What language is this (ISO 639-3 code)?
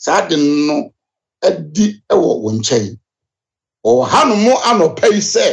aka